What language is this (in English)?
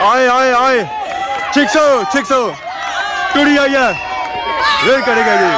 Pahari-Potwari